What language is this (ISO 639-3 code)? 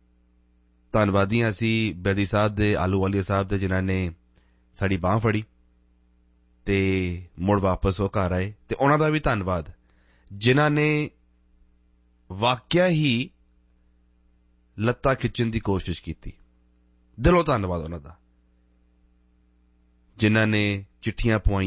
pan